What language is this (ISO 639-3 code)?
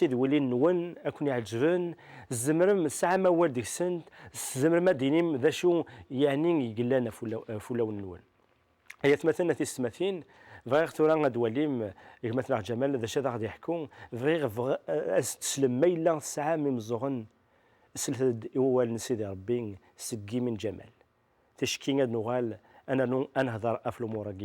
kab